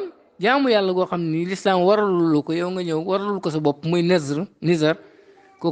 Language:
Wolof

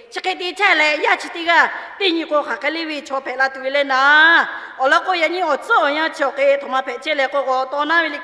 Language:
Lahu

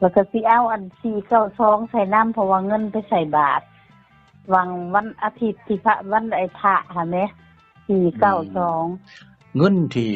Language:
Northeastern Thai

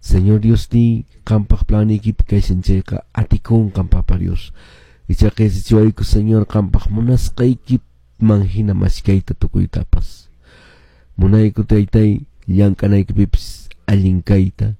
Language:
Quechua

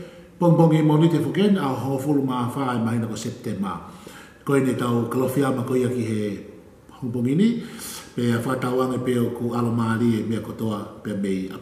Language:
Tongan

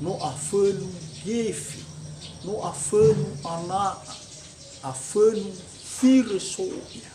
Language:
Nias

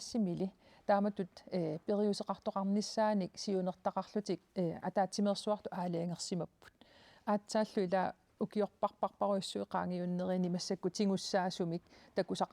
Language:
Kalaallisut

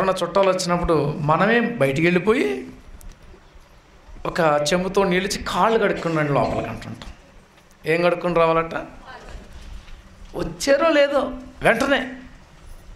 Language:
Telugu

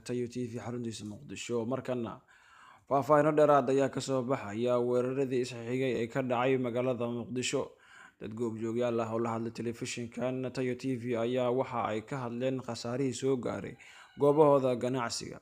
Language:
Somali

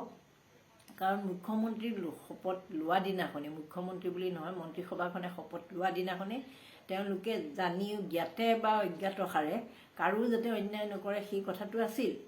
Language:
Assamese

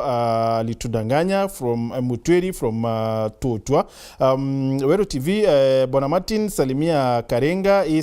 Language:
Meru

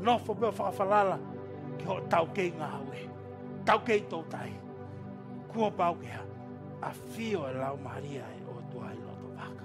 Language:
Tongan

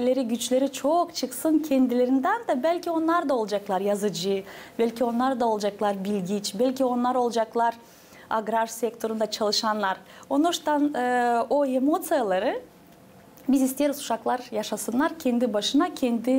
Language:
Gagauz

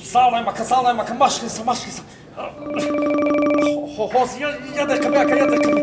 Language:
Tajik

